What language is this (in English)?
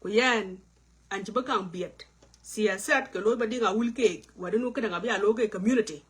Nuer